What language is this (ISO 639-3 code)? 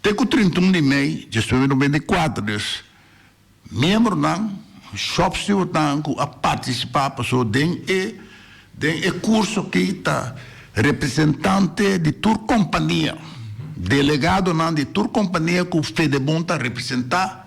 pap